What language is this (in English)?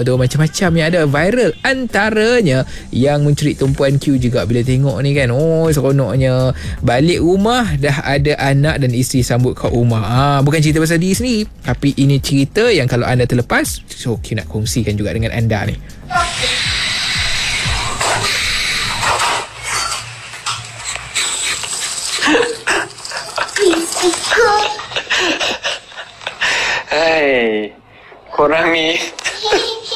Malay